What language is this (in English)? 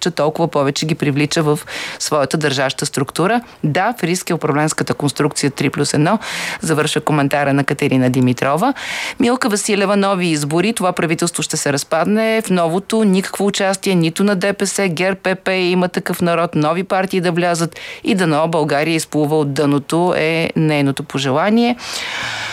Bulgarian